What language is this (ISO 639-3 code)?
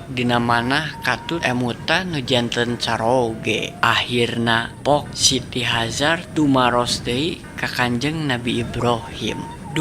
sun